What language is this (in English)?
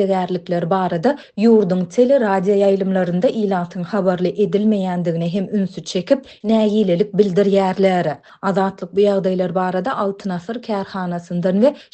Turkmen